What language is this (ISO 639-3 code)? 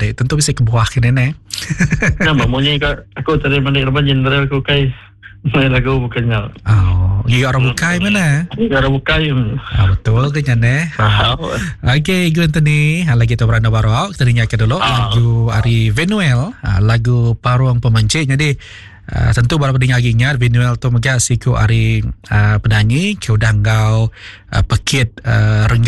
iba